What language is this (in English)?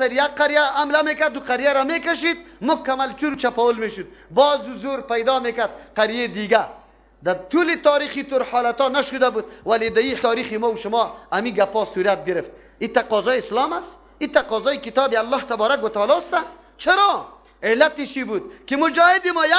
Persian